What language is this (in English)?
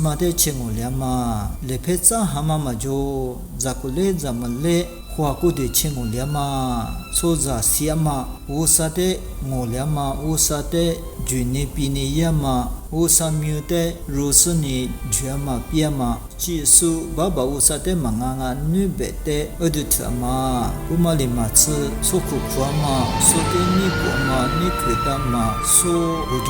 Lisu